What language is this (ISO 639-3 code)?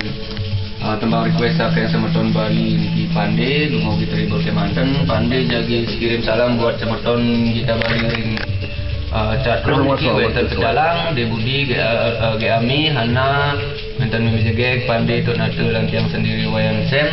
ban